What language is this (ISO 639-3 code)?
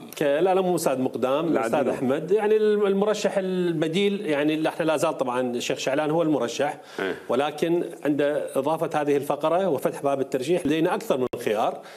acm